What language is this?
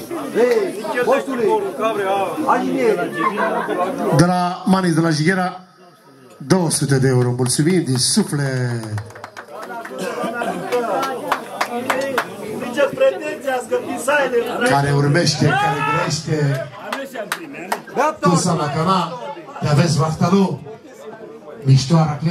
Romanian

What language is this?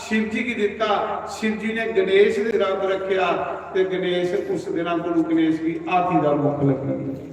Dogri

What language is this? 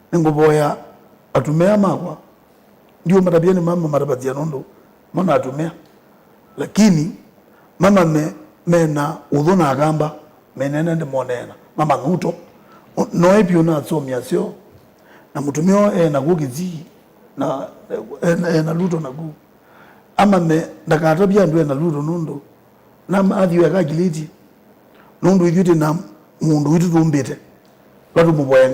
Kamba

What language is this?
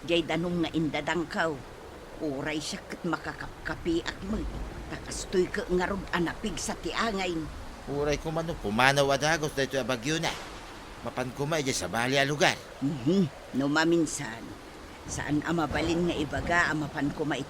Iloko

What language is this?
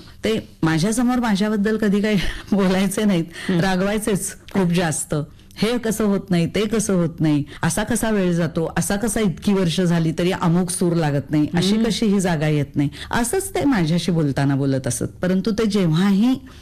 Marathi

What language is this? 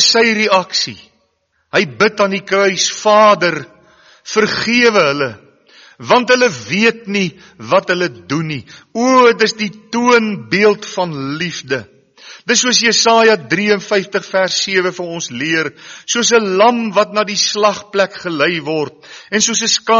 Afrikaans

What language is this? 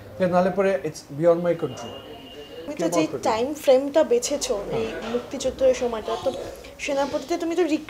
Bangla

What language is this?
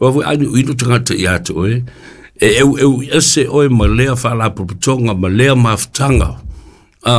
Samoan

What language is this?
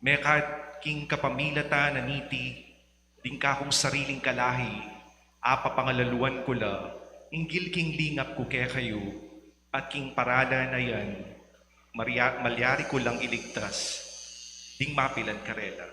Pampanga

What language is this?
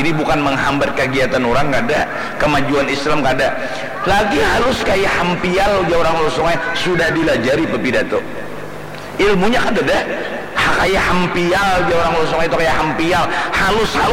Banjar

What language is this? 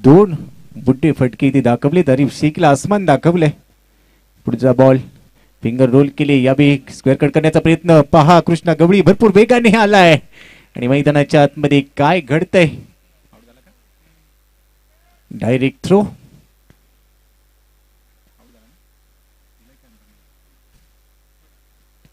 Marathi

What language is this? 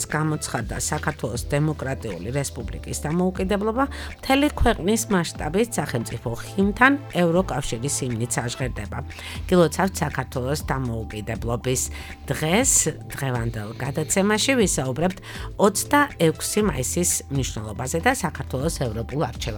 Georgian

